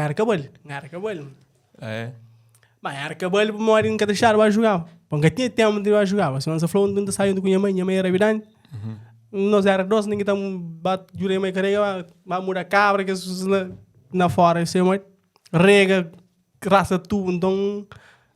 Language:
Kabuverdianu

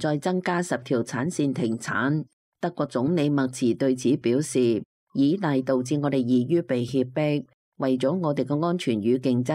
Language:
Cantonese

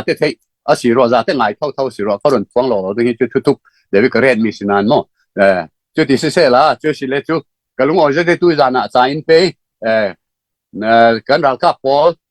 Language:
Falam Chin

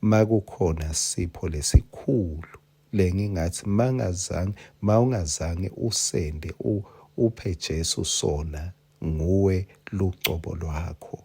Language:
Swati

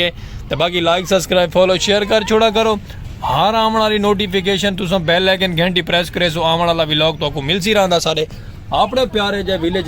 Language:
Saraiki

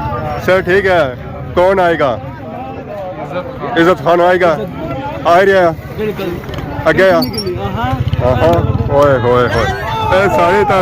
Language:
Pahari-Potwari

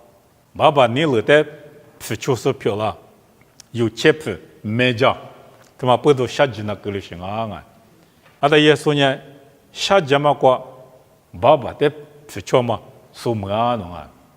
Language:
Lisu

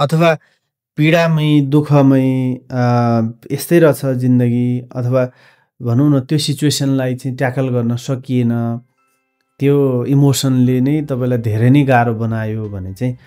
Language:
Nepali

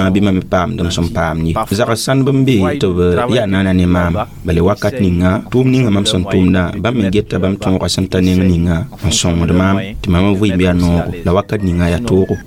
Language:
Mossi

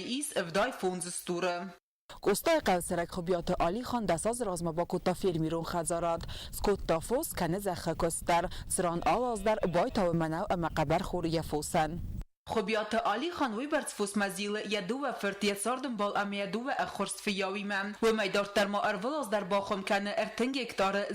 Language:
Ossetic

